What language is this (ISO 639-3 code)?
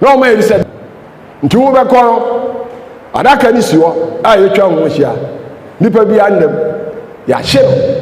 aka